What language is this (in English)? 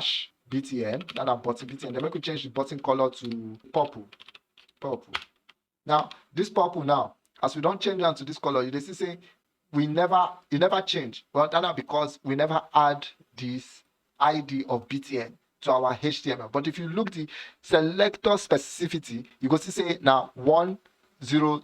Nigerian Pidgin